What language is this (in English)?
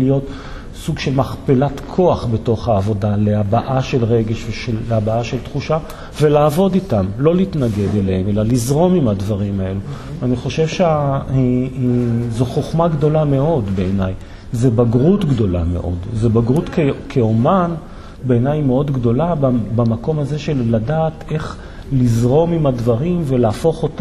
Hebrew